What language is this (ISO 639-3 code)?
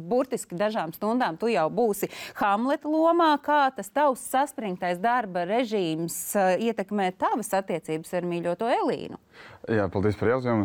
lav